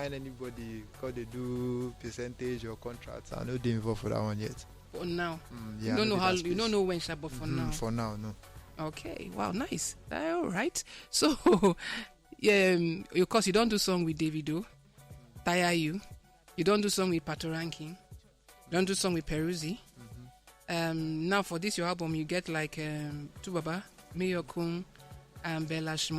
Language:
Nigerian Pidgin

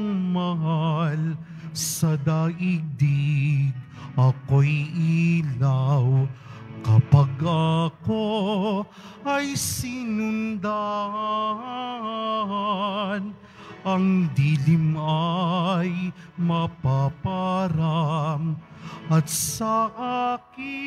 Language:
Filipino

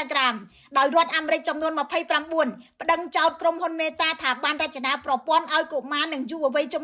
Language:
Khmer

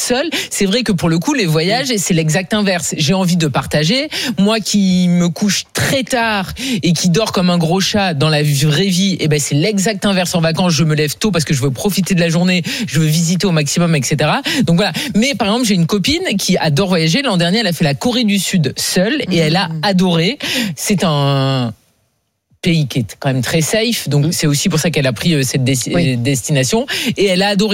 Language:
French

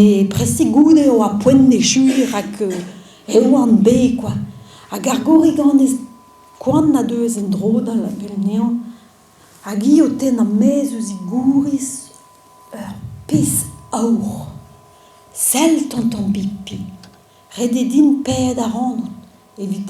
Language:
Breton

